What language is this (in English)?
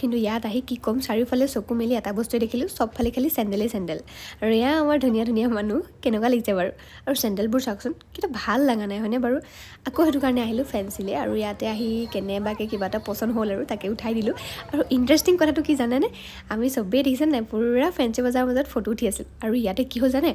Assamese